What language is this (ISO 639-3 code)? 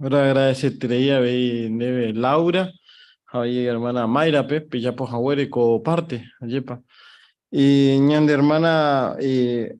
grn